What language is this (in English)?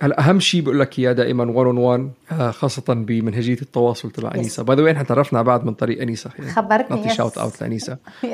North Levantine Arabic